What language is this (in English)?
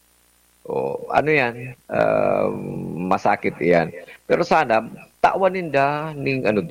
Bikol